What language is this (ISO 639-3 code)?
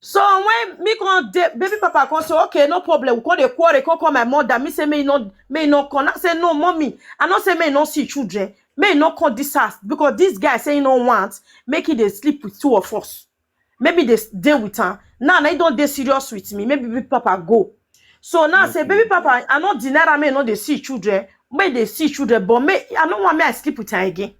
pcm